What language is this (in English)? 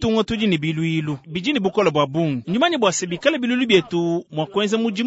Luba-Lulua